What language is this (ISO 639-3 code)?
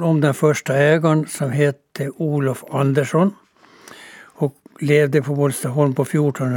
swe